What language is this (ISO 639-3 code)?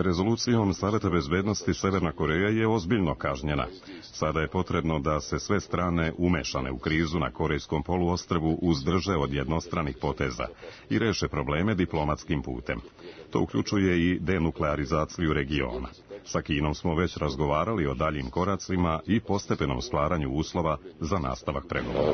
srp